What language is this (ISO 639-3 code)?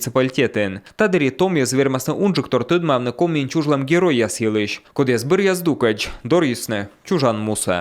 kom